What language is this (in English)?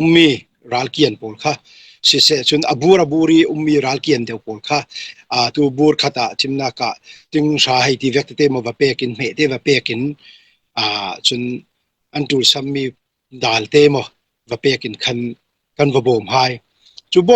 Falam Chin